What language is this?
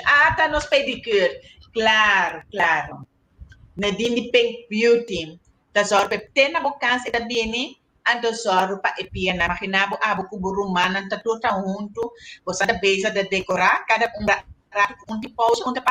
Papiamento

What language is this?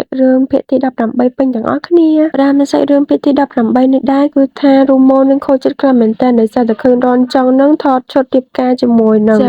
Khmer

